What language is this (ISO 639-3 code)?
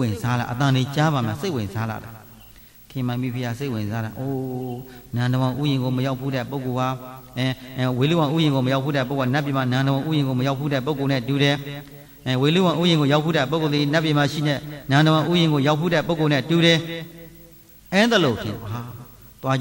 mya